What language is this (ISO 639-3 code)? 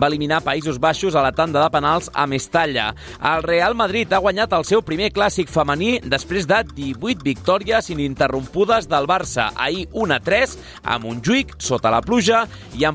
cat